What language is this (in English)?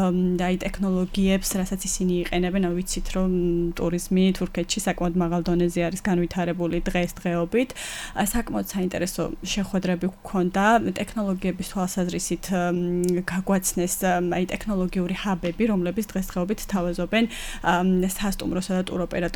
Georgian